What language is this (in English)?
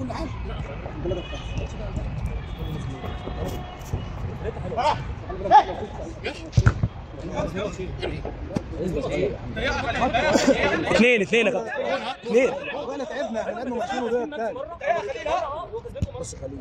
Egyptian Arabic